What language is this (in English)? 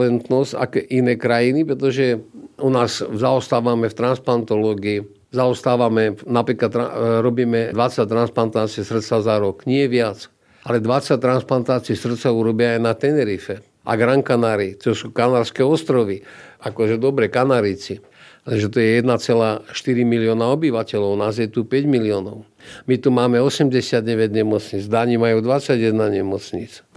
Slovak